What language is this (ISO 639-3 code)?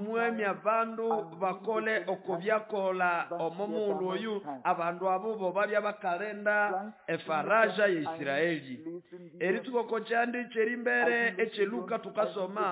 nnb